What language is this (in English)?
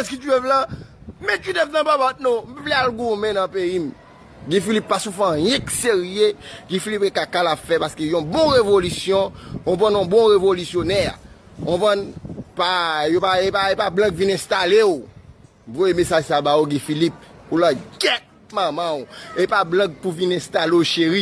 Haitian Creole